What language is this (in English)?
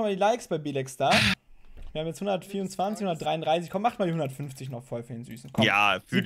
German